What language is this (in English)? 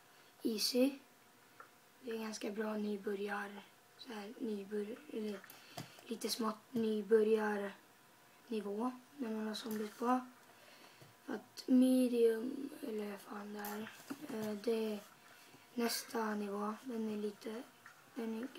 Swedish